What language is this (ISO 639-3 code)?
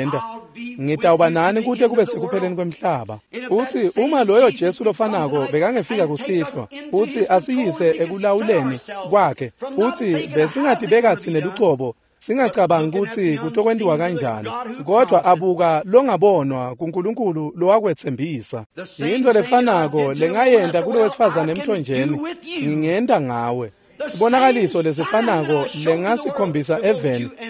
ssw